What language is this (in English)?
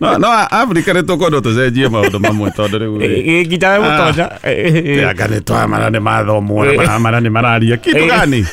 Kikuyu